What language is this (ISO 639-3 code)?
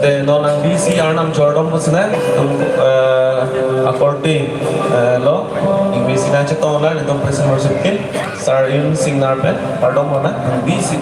mjw